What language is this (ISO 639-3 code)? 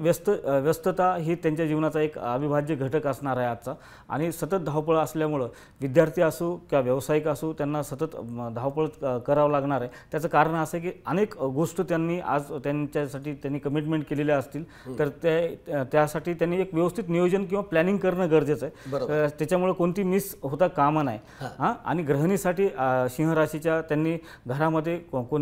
mar